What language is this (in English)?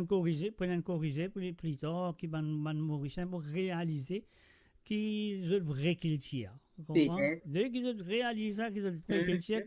Morisyen